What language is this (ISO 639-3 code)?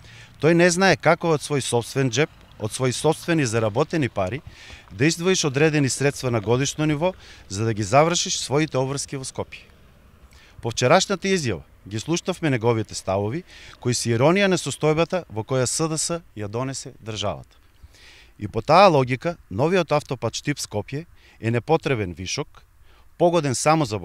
mkd